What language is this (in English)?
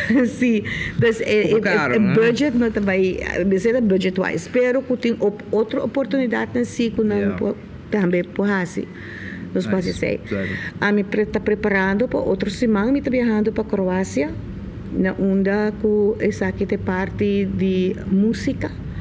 Papiamento